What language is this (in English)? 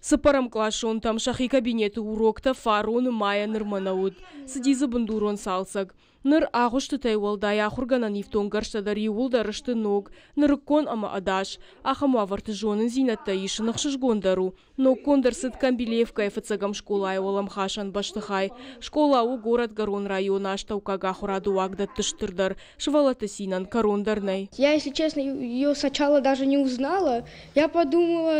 Ossetic